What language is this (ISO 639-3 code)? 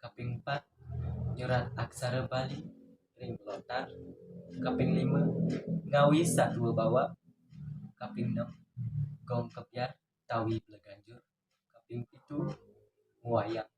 ban